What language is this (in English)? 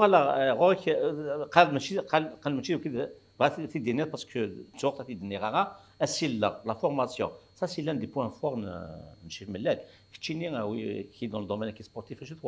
Kabyle